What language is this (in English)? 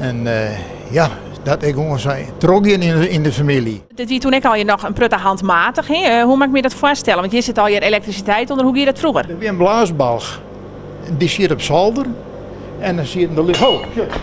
Western Frisian